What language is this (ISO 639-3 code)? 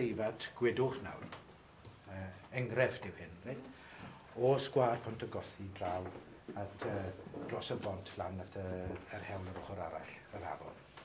cym